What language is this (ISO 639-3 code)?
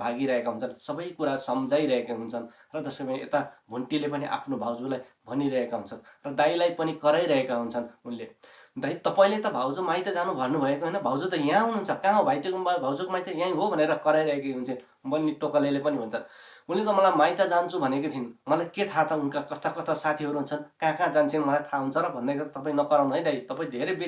nep